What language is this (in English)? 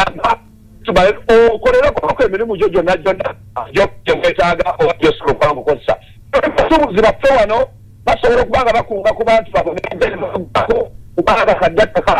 Ganda